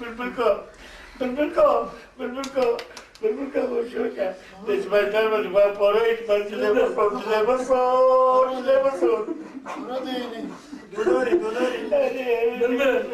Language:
Kurdish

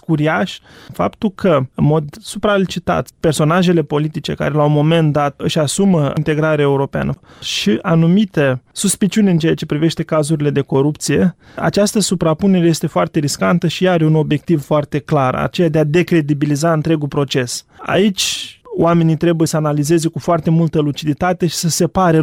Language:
Romanian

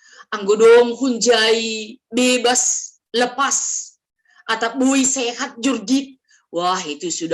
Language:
Batak Simalungun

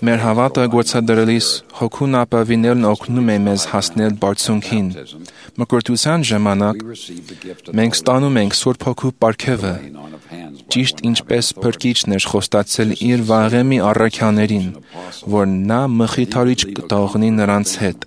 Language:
Armenian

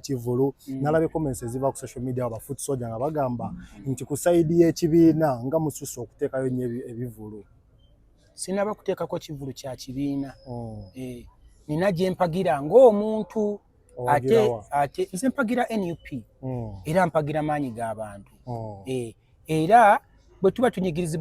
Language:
Ganda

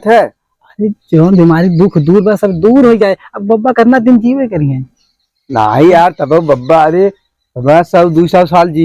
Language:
Awadhi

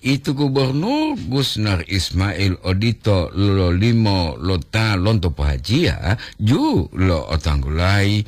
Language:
Gorontalo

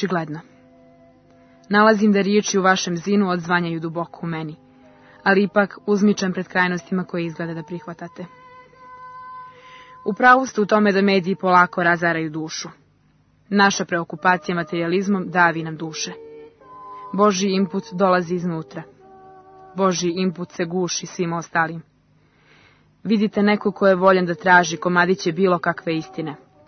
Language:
Serbian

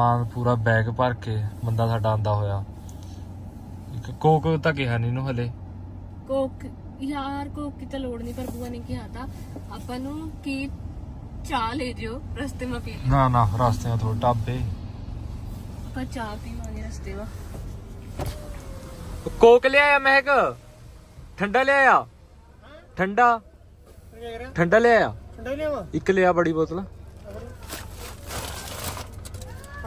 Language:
Punjabi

